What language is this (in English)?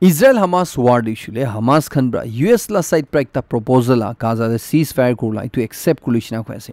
Naga Pidgin